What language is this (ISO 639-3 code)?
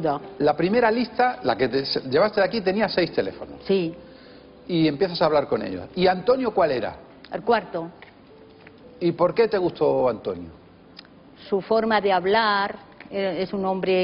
spa